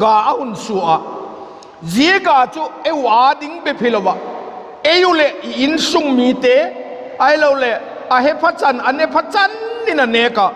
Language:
Vaiphei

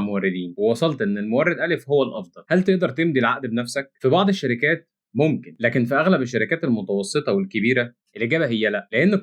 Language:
Egyptian Arabic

